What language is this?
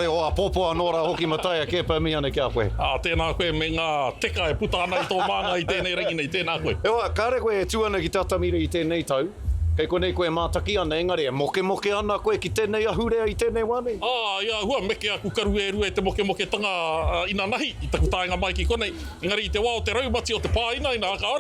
Māori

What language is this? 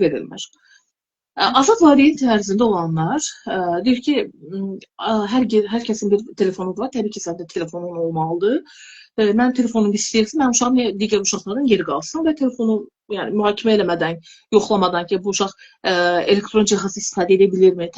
Azerbaijani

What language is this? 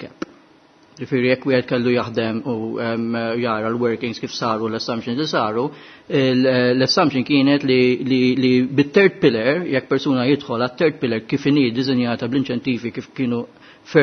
Maltese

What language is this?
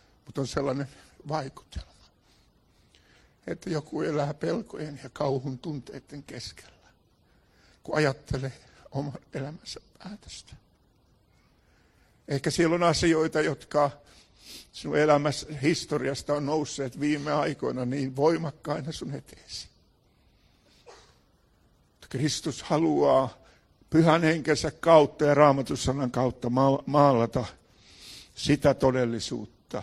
Finnish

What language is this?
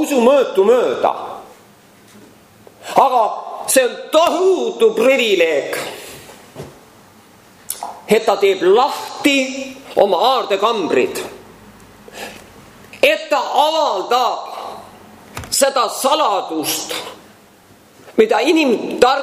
Estonian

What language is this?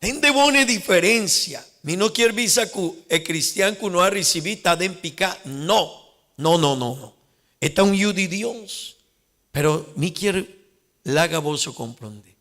Papiamento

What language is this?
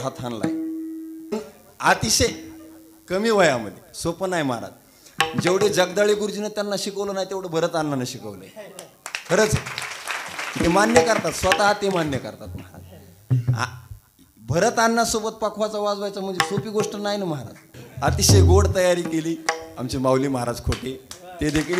Marathi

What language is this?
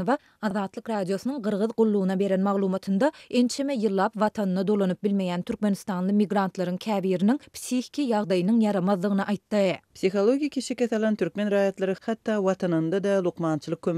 Turkmen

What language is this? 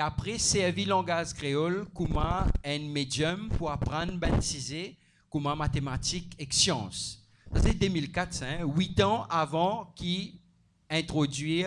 Morisyen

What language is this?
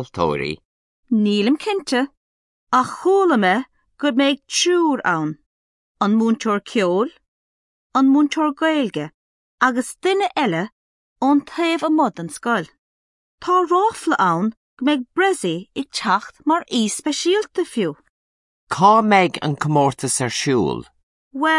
Irish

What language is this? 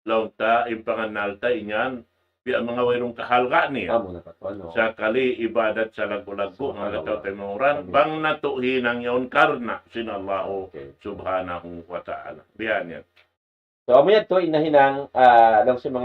Tausug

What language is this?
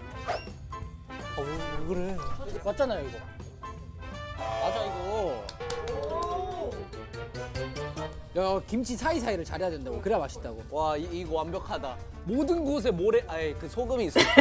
Korean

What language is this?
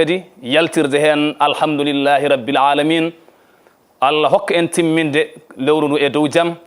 Fula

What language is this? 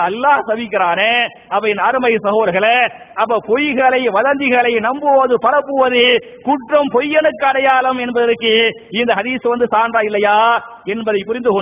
Tamil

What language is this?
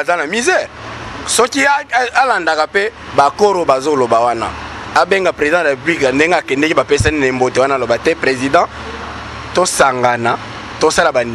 Lingala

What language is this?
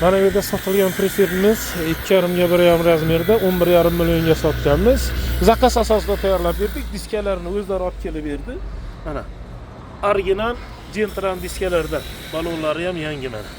Uzbek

